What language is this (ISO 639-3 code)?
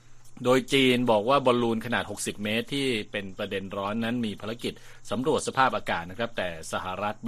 tha